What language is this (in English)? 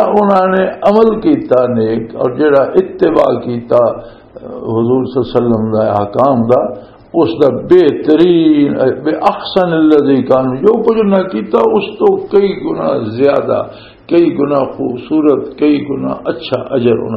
Western Panjabi